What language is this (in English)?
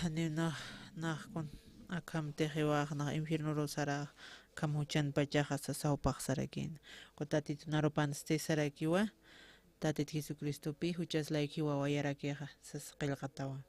Aymara